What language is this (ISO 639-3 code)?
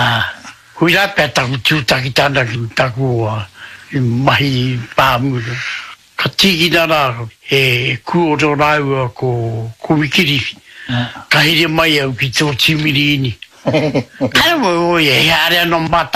mri